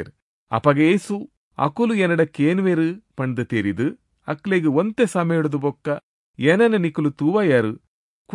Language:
Tulu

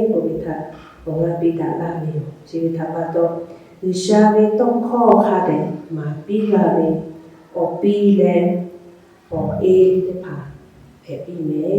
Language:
Lahu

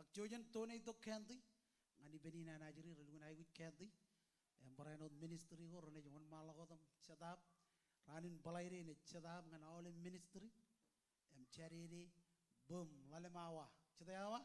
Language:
Marshallese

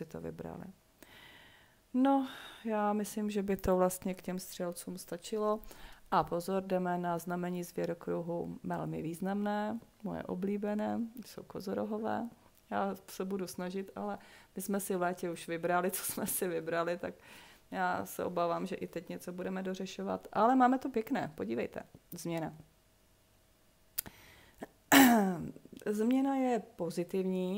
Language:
Czech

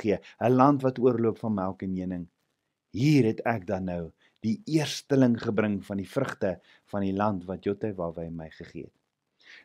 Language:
Afrikaans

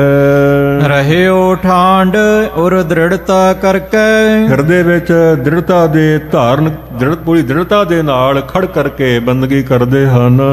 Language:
Punjabi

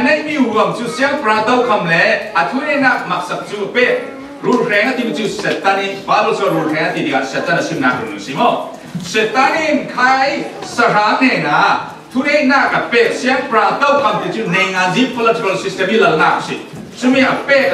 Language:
Falam Chin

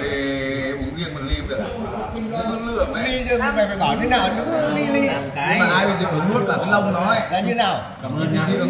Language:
Vietnamese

